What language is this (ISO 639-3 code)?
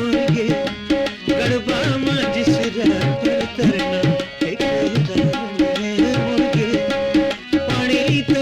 doi